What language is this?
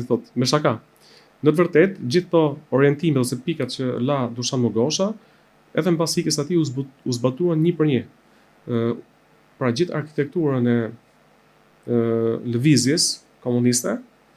Albanian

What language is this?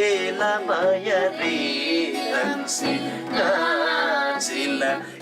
Eastern Tamang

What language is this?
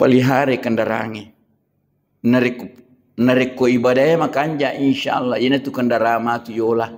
Buginese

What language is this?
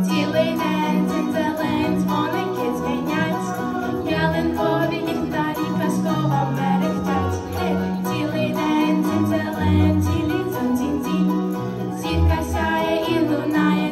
Ukrainian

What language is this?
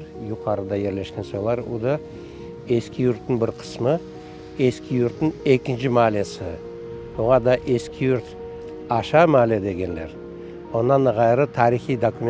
Crimean Tatar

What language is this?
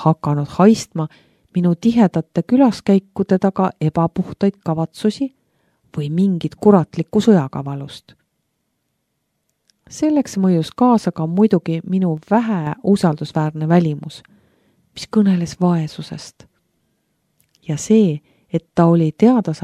Estonian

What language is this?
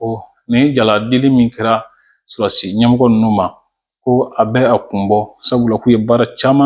Bambara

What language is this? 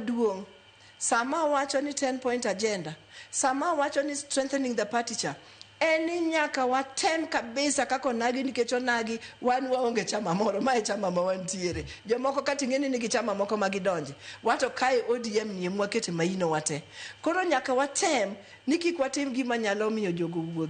Luo (Kenya and Tanzania)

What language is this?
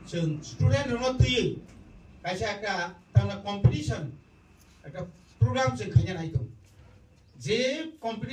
Kok Borok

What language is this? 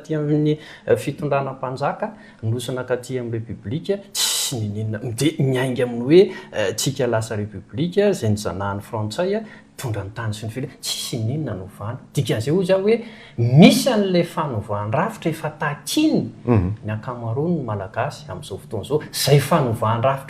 Malagasy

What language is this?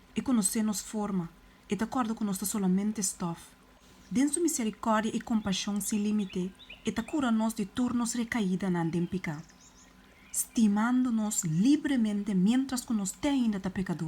Papiamento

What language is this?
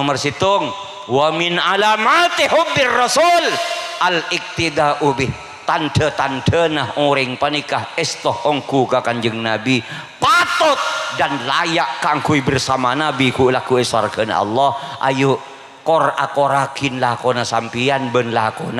Madurese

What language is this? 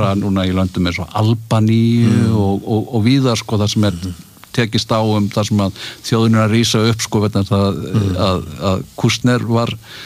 Icelandic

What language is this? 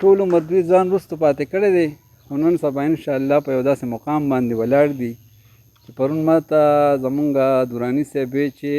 Pashto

